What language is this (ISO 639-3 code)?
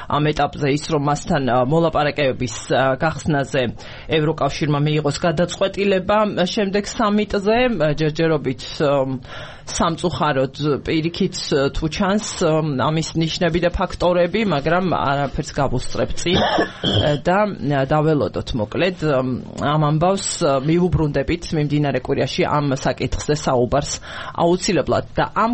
kat